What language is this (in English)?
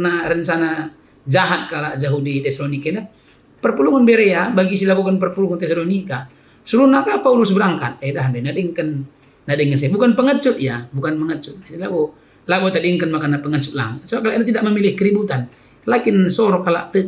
Batak Karo